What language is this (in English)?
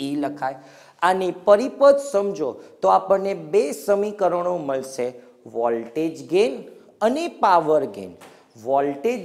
Gujarati